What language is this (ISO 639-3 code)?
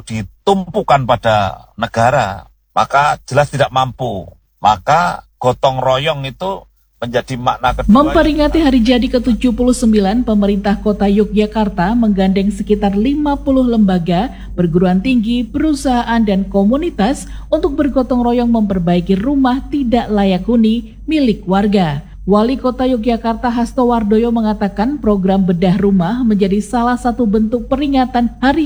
ind